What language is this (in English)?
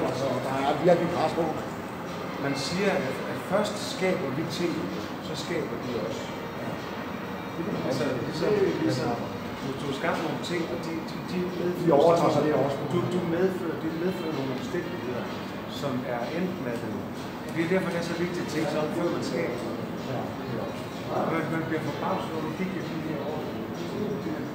Danish